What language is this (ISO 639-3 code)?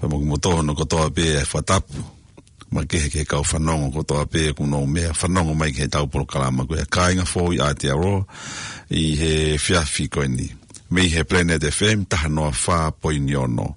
ton